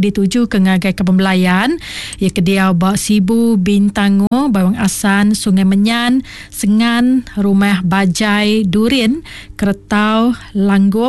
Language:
Iban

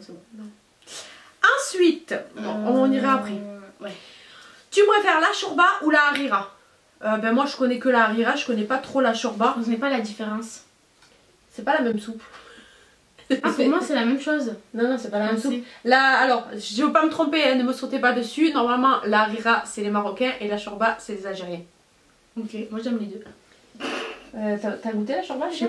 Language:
French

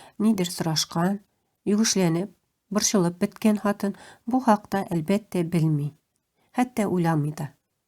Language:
Tatar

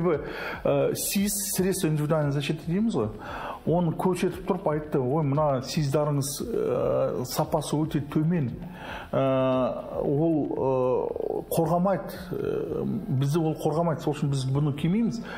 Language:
Kazakh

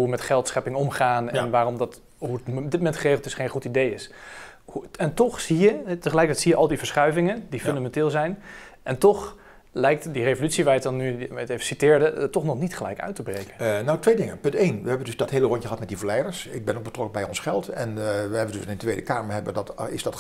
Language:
Dutch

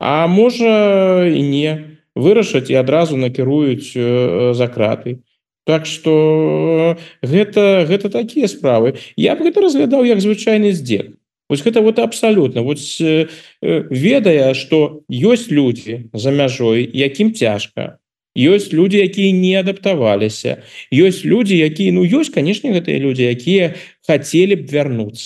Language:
Belarusian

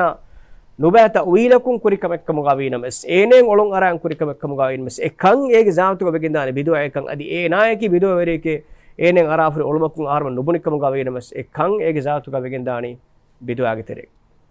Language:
Divehi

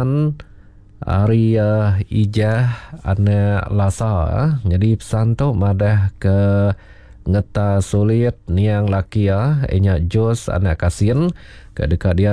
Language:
Iban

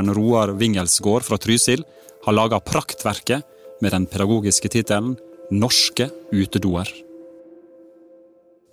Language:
Norwegian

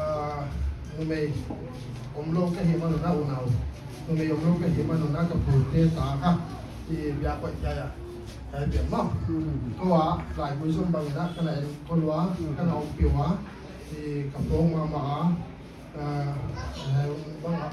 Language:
Paite Chin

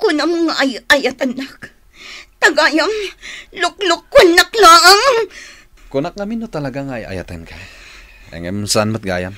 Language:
Iloko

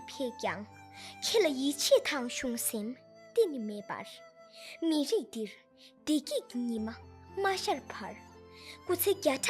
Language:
Tibetan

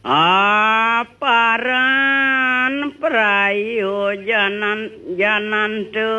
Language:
Balinese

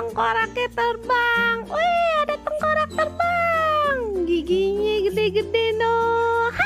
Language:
Betawi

